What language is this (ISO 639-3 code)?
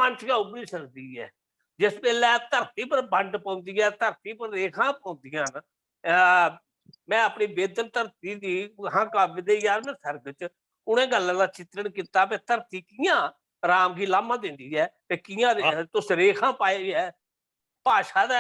doi